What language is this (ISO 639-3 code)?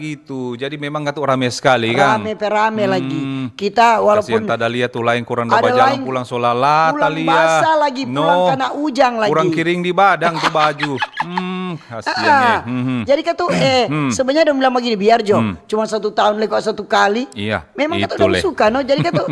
xmm